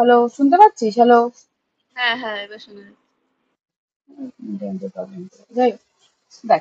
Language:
Bangla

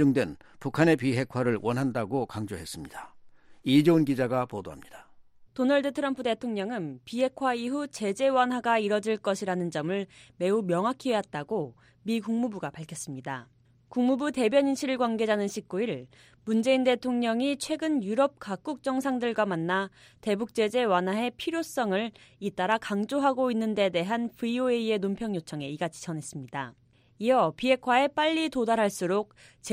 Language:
Korean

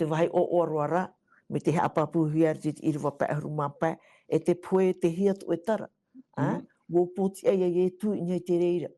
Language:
Tahitian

